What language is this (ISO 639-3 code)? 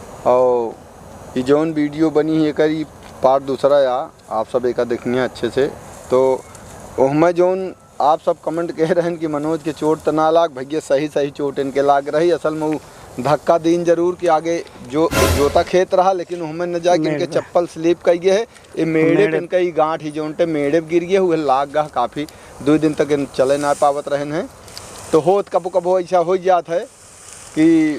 awa